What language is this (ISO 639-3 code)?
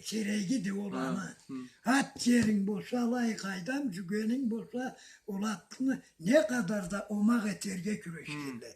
krc